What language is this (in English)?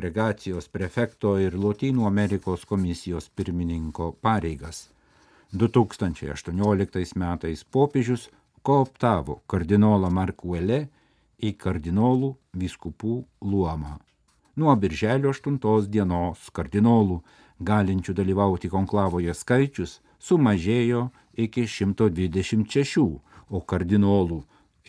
Lithuanian